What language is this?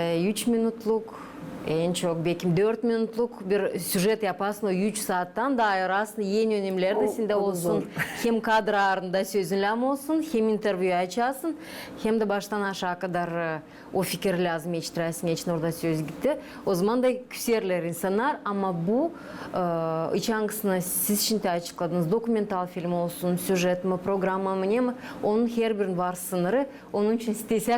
Gagauz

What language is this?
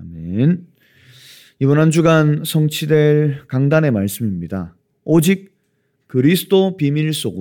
Korean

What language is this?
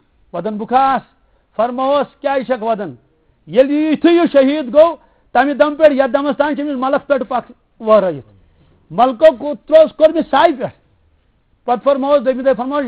Kashmiri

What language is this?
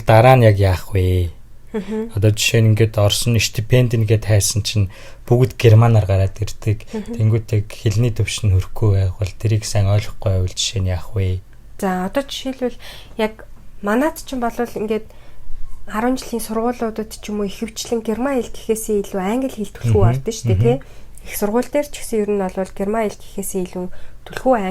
Mongolian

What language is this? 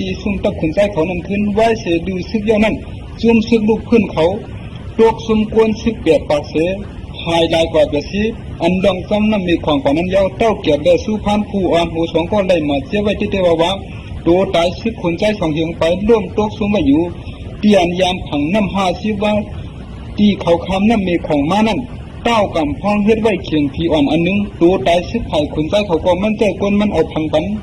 Shan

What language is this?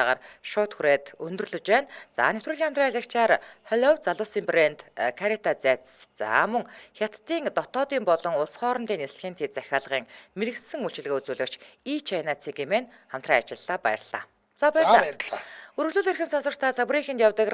Mongolian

